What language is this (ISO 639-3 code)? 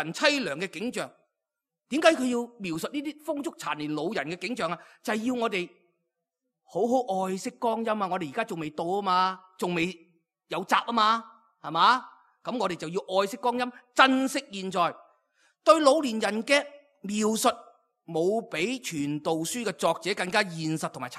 yue